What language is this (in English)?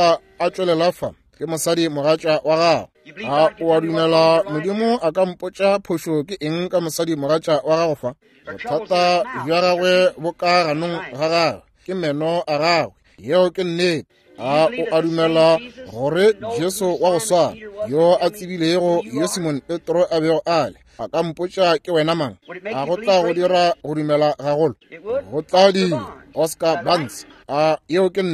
Northern Sotho